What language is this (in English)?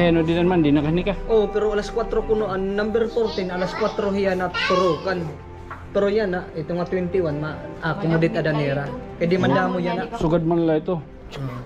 Waray